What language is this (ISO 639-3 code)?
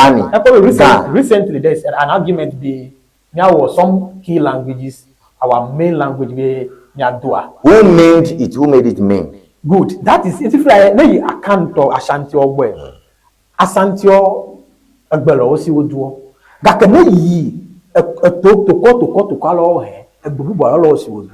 ewe